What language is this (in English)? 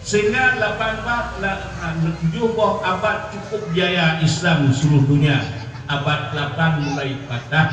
Achinese